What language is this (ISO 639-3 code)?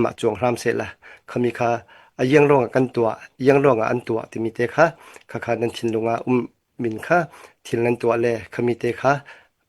cfm